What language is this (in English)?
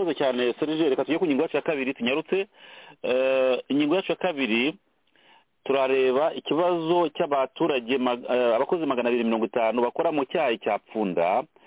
Kinyarwanda